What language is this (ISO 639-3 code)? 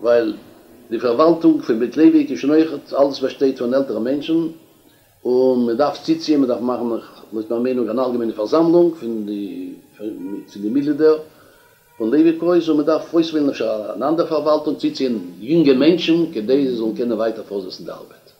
yid